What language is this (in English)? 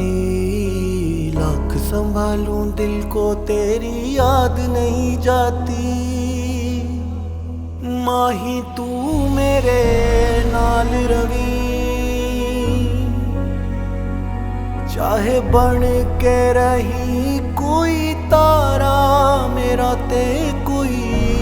Punjabi